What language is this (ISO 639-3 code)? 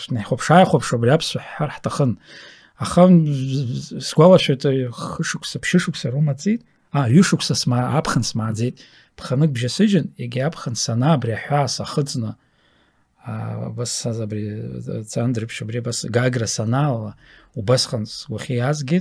abk